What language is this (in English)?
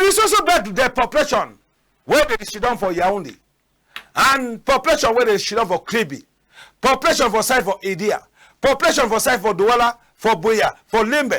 Cameroon Pidgin